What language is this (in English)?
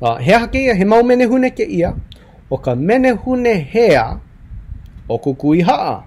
Hawaiian